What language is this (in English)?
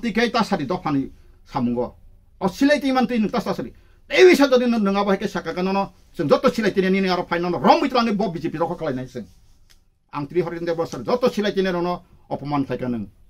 Kok Borok